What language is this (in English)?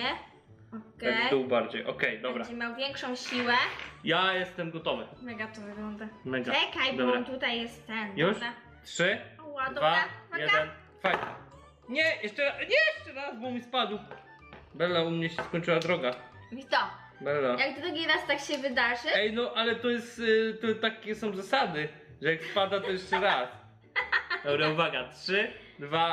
Polish